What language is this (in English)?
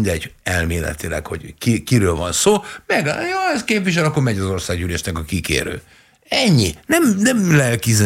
Hungarian